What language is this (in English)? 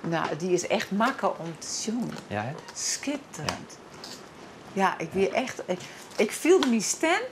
Western Frisian